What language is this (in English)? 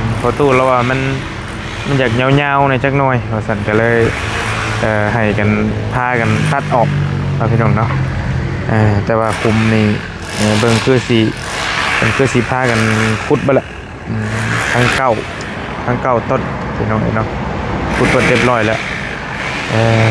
Northeastern Thai